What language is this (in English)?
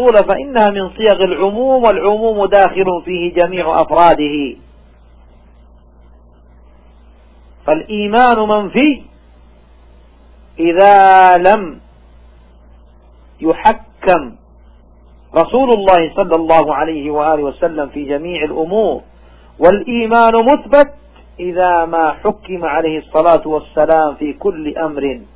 Arabic